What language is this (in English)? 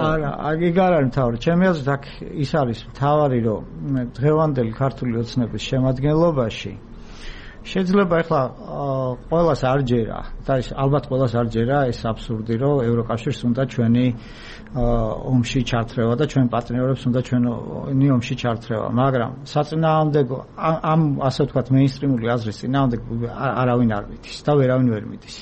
Georgian